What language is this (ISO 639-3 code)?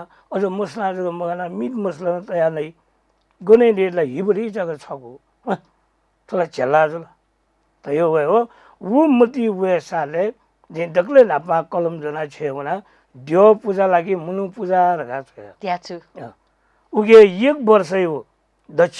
new